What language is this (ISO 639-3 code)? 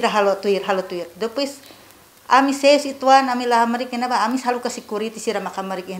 tet